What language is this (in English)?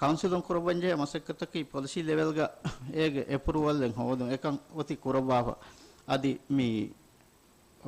Divehi